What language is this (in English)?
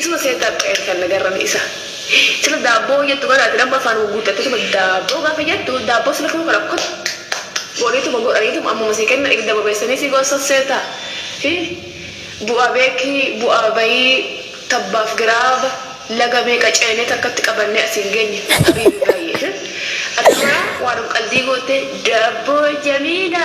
Oromo